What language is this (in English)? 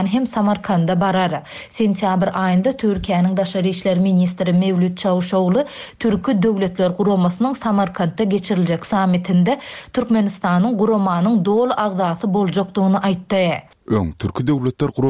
Turkmen